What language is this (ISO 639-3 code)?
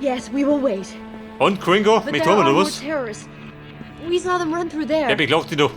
bar